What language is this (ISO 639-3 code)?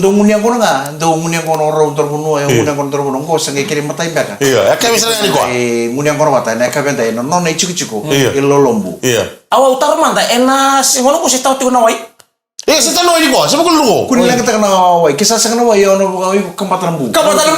fij